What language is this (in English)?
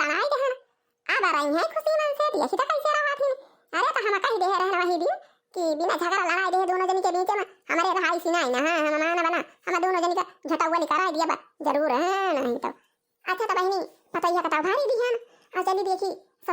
Awadhi